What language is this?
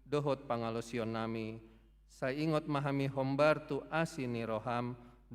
Batak Toba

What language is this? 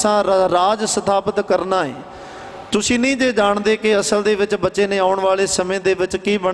Punjabi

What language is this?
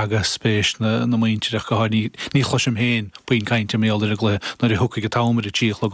Irish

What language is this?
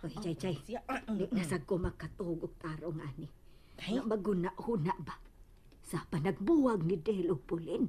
Cebuano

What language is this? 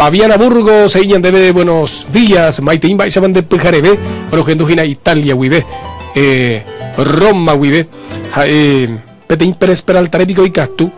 Guarani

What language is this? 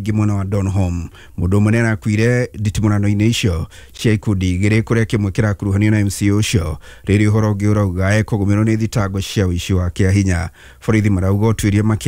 Kikuyu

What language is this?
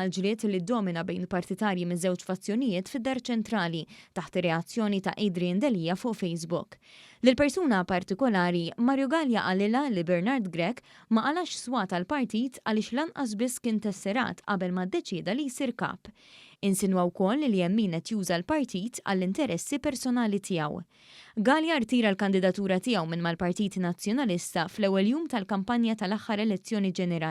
Maltese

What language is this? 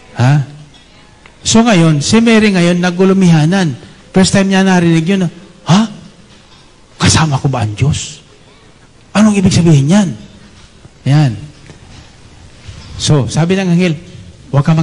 Filipino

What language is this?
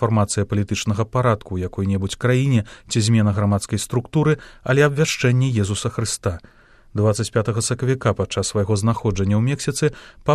Belarusian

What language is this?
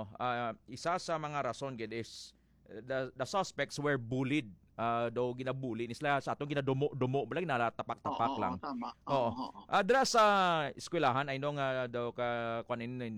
Hiligaynon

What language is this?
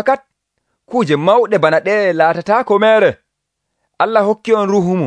Nigerian Fulfulde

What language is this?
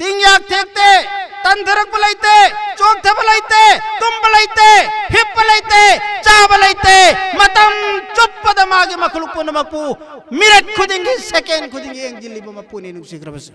Manipuri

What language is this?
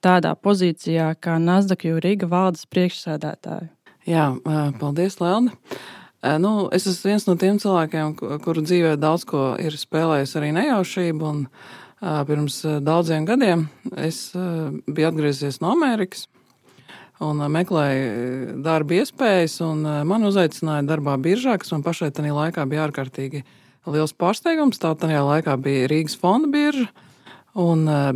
Latvian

